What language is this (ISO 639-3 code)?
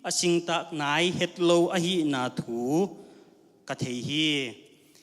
ctd